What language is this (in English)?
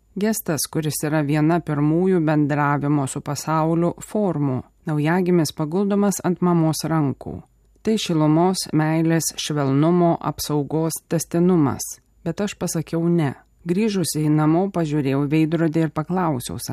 Lithuanian